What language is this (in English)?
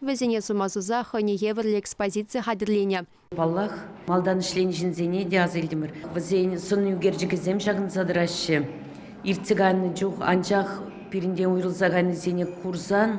Chuvash